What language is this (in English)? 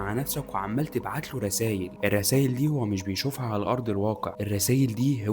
Egyptian Arabic